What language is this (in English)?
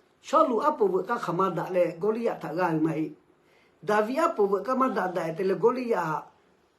Lahu